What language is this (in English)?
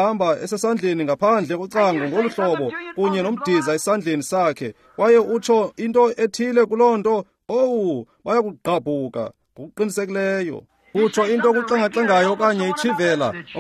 Xhosa